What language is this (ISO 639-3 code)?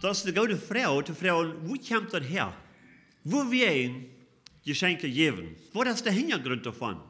pdt